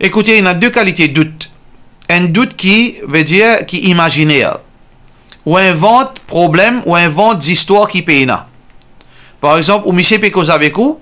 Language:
Morisyen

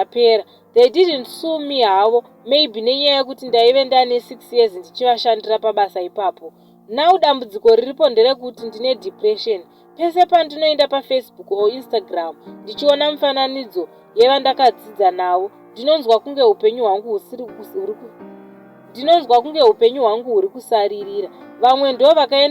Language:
Shona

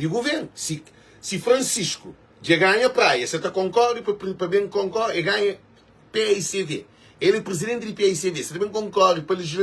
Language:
Kabuverdianu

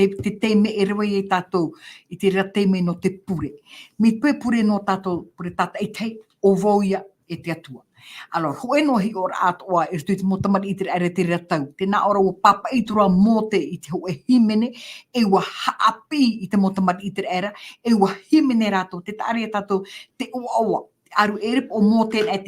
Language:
Tahitian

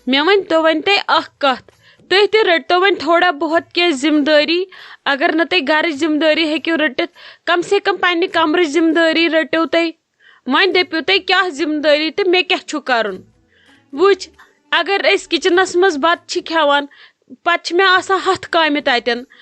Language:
Kashmiri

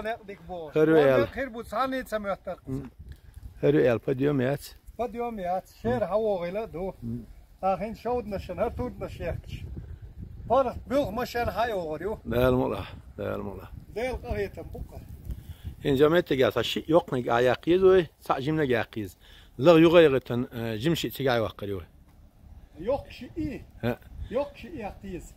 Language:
Chechen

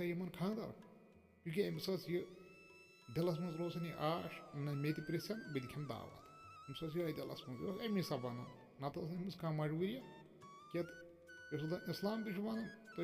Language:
Kashmiri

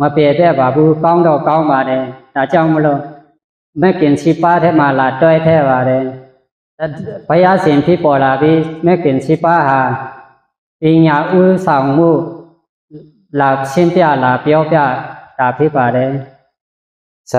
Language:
Shan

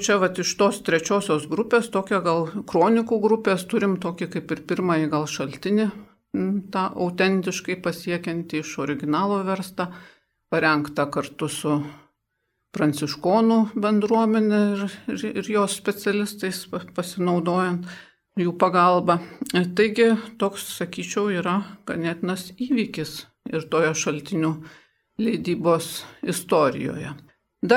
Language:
Lithuanian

